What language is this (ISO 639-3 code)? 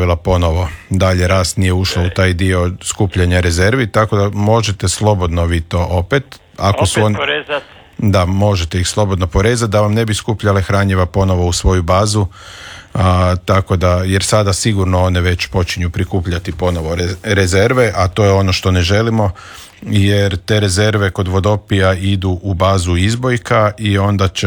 hrv